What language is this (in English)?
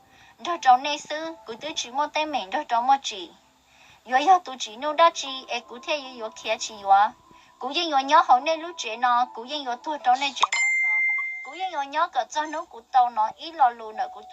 Hmong